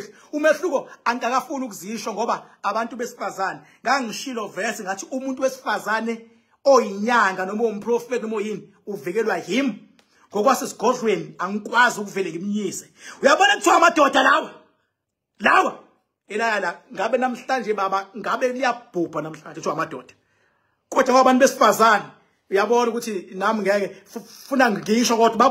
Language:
Zulu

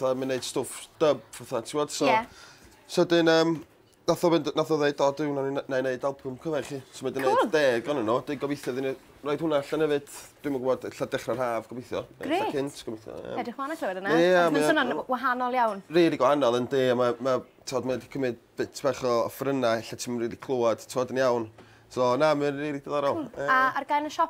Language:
Welsh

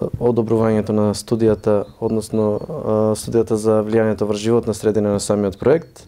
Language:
Macedonian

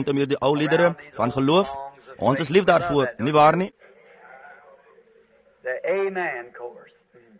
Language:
Afrikaans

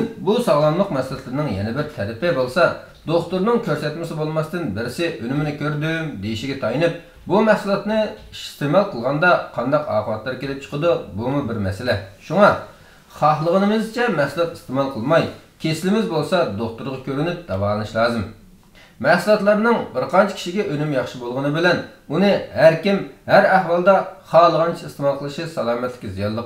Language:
Uyghur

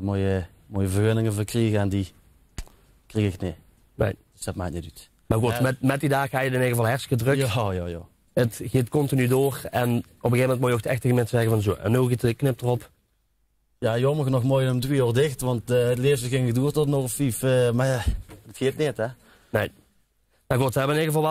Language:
Limburgish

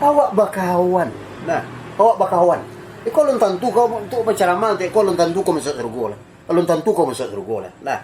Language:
Minangkabau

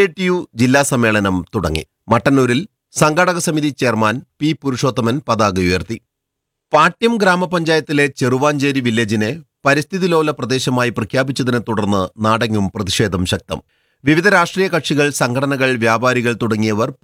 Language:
Malayalam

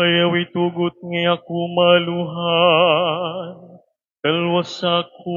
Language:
Waray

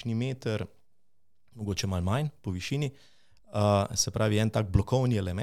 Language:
Slovenian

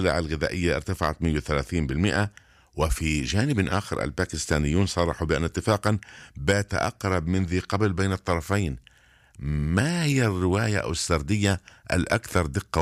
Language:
Arabic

